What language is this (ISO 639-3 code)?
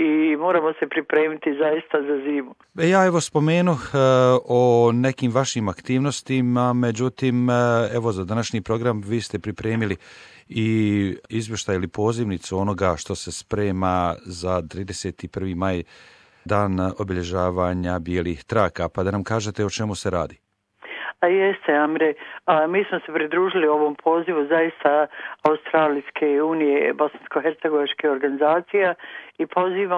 bos